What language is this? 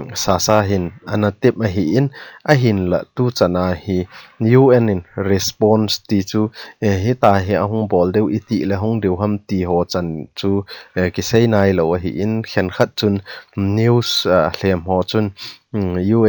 Thado Chin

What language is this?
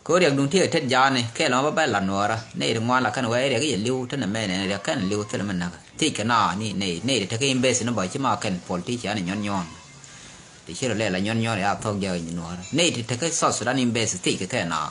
Nuer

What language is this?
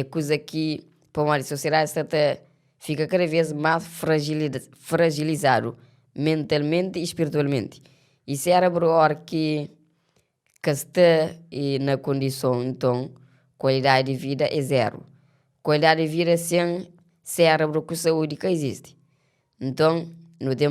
Kabuverdianu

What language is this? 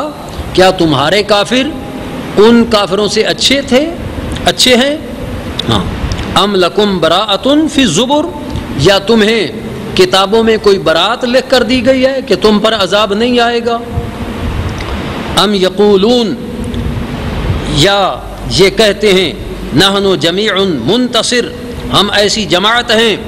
Urdu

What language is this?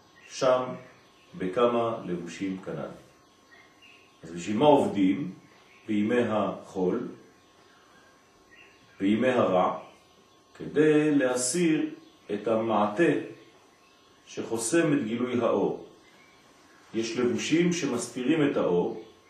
Hebrew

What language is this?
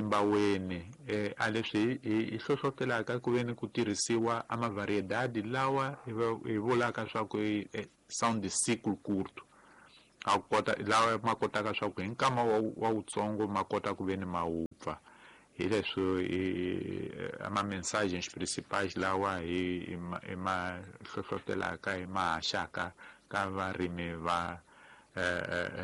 Tsonga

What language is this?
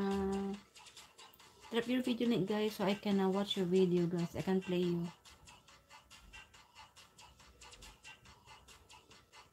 Filipino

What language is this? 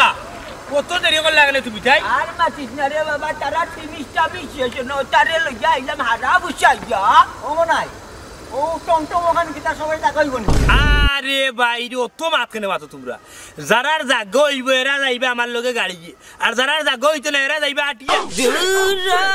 Sylheti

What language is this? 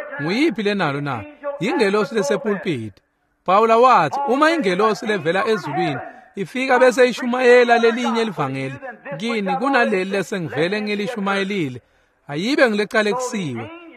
Swati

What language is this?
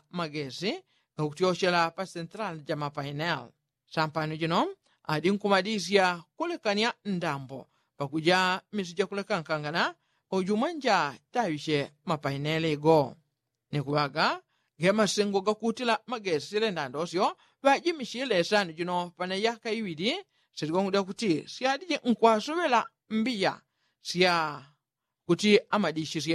Yao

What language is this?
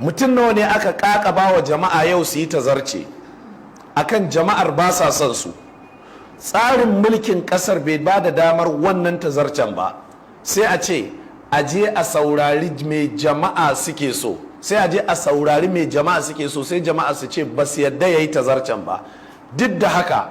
Hausa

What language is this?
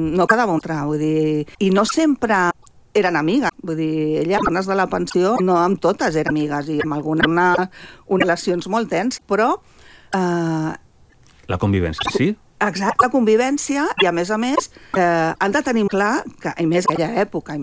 Catalan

